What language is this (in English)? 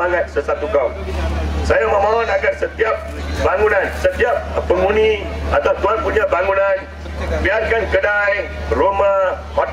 Malay